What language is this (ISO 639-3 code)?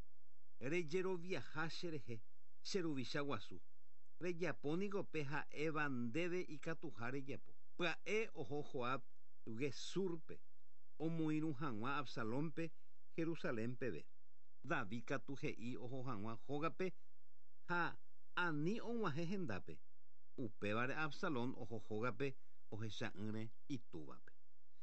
grn